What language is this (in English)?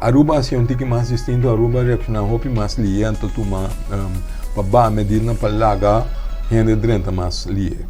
Papiamento